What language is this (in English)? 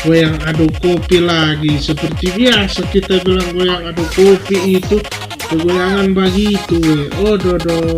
Manado Malay